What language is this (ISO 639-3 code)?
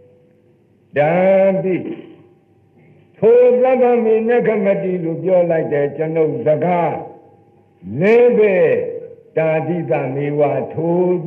mya